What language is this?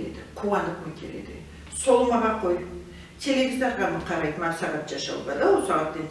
Karachay-Balkar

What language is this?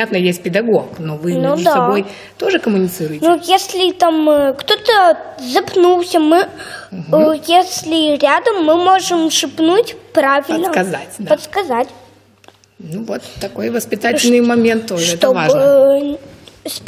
Russian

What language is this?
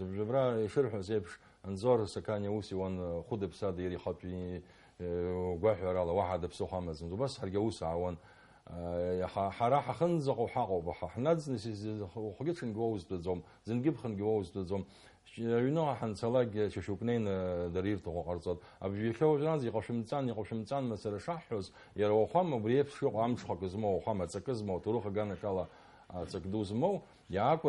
Abkhazian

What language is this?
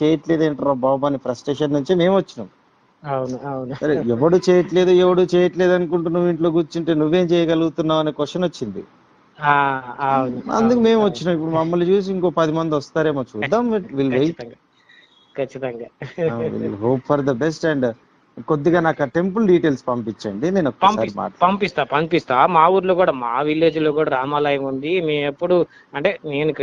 Telugu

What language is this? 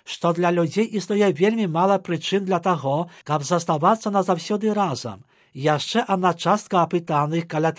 Belarusian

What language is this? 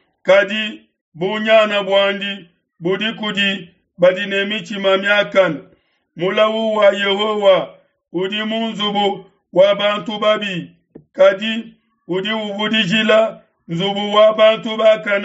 Luba-Lulua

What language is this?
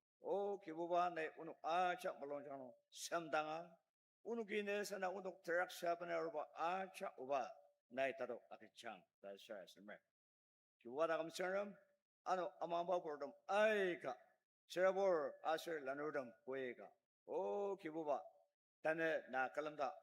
Ao Naga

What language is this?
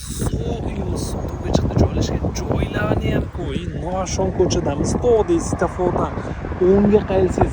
Uzbek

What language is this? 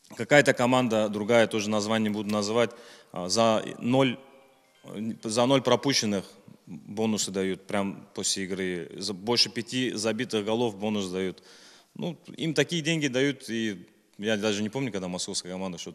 Russian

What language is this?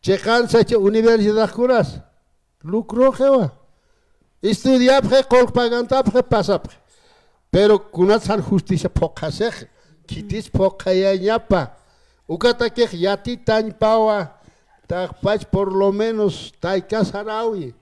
Aymara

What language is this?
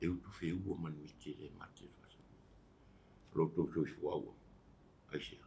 Samoan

